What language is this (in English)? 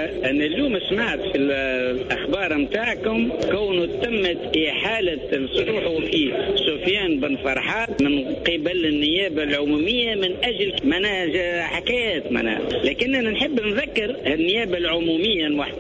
Tunisian Arabic